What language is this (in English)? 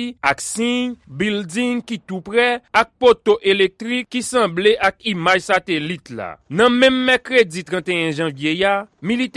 Haitian Creole